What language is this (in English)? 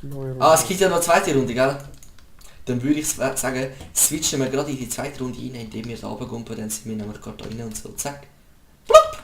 Swiss German